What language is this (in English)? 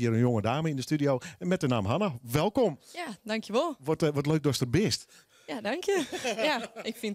Western Frisian